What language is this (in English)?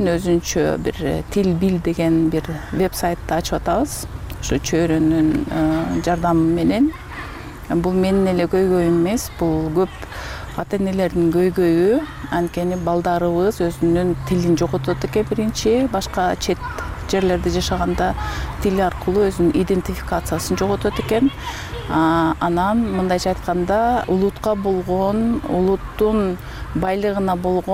Kyrgyz